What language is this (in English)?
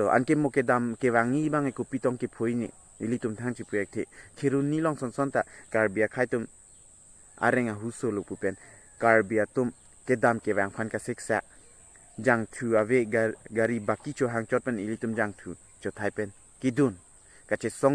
Karbi